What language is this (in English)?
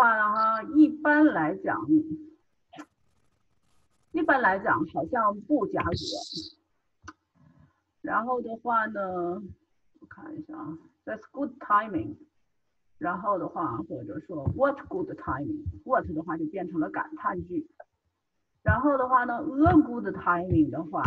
Chinese